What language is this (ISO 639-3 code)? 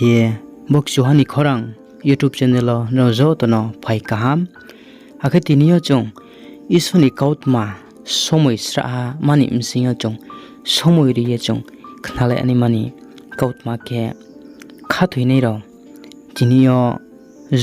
ria